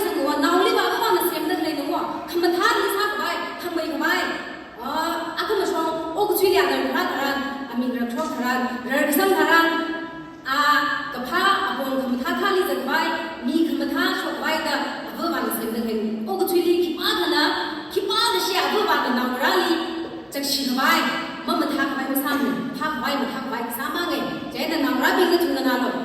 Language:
Tangkhul Naga (India)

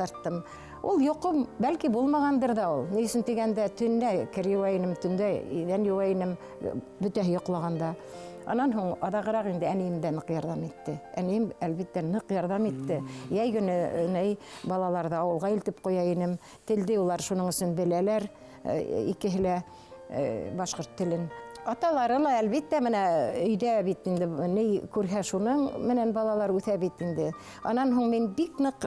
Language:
Bashkir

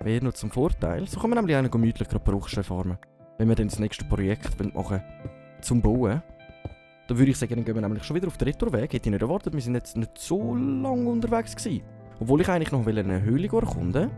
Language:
Swiss German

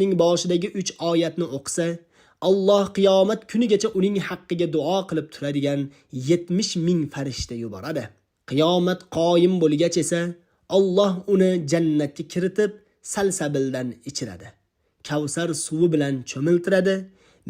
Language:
Uzbek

